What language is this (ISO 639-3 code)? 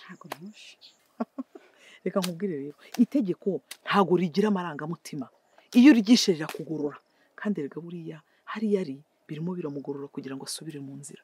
kin